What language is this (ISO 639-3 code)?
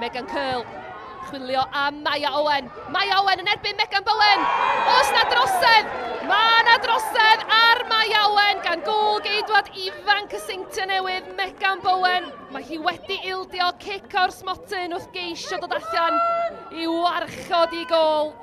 cym